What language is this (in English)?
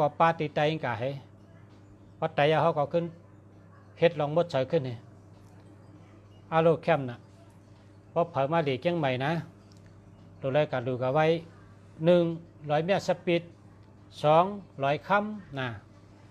Shan